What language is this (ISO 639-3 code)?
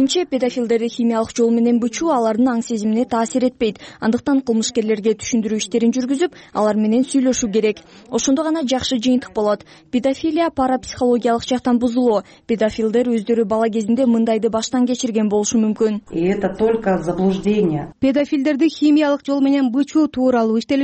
kir